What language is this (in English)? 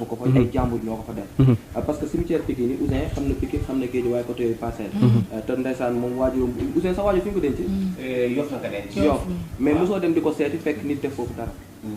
Wolof